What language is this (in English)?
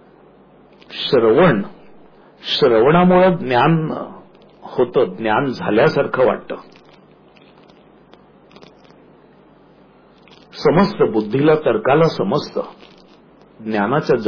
Marathi